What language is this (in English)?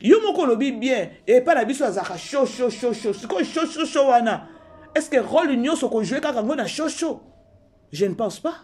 Lingala